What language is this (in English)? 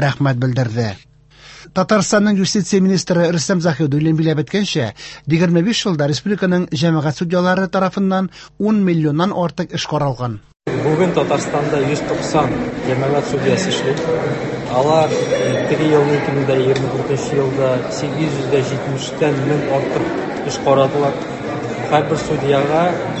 Tatar